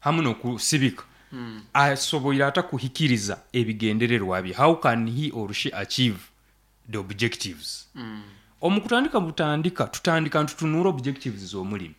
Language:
Nyoro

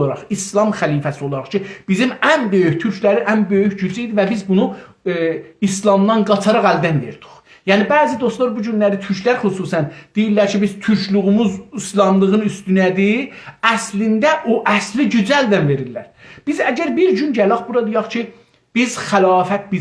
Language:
South Azerbaijani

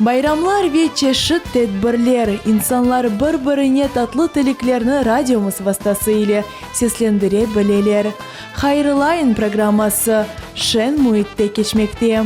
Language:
Crimean Tatar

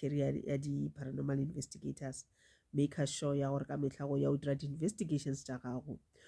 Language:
Northern Sotho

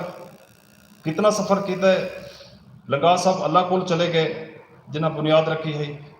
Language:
Saraiki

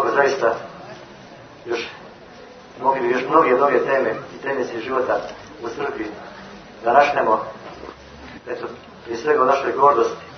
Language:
Croatian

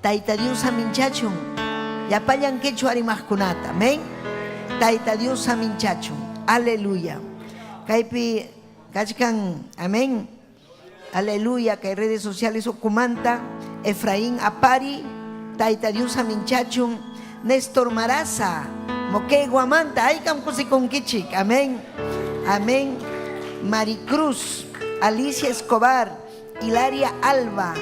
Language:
Ayacucho Quechua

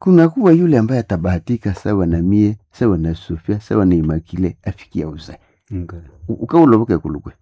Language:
Nande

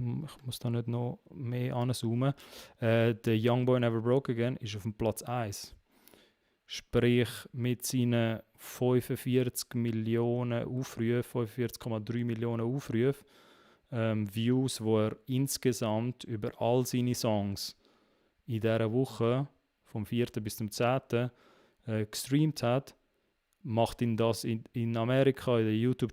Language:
Swiss German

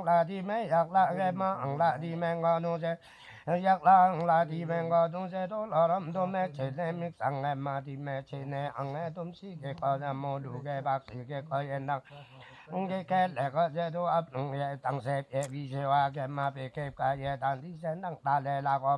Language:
Limbu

